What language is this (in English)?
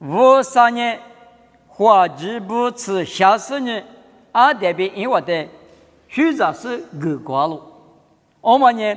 Lisu